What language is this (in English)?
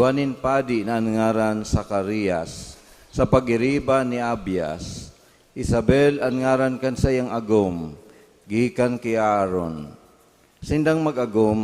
Bikol